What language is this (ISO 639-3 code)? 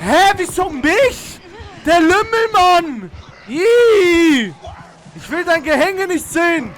gsw